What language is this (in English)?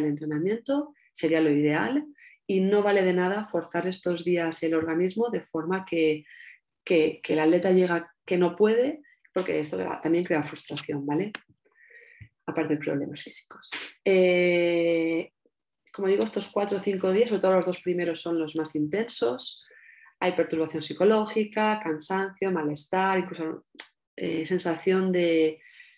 Spanish